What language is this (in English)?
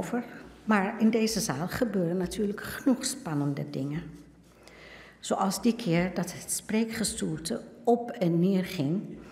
Dutch